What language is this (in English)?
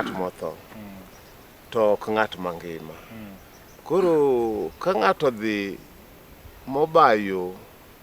Luo (Kenya and Tanzania)